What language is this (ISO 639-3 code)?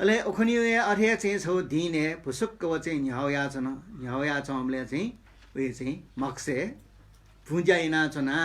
new